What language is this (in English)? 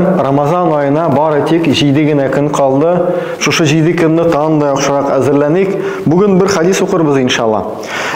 Tatar